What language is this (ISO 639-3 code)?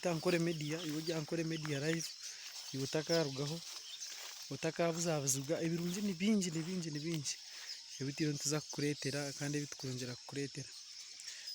nyn